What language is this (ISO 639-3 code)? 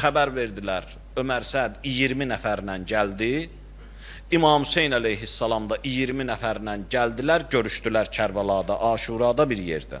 aze